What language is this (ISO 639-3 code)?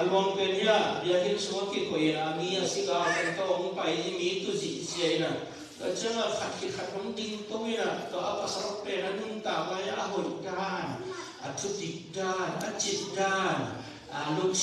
ctd